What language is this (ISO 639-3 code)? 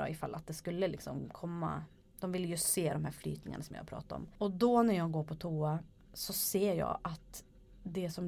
swe